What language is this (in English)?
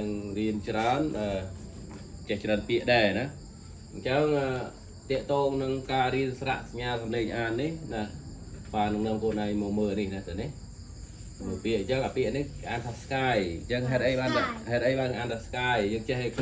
Khmer